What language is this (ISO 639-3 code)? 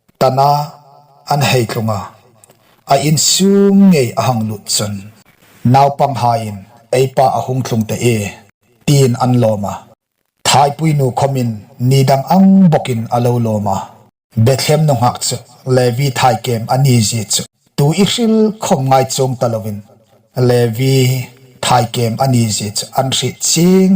hmr